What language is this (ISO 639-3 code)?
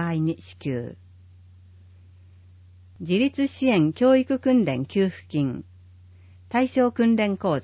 jpn